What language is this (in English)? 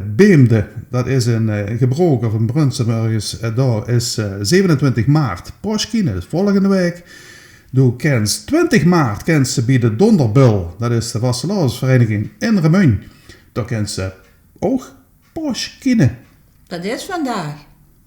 Limburgish